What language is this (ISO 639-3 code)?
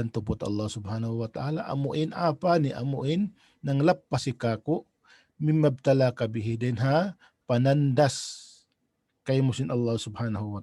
tsg